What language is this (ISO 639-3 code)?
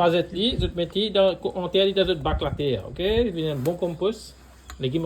mfe